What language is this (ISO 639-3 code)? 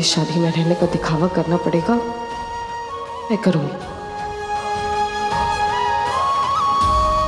hin